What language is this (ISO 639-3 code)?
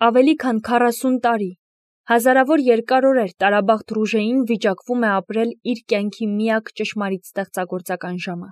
hye